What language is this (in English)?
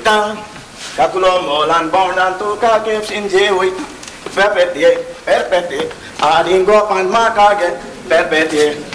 Konkani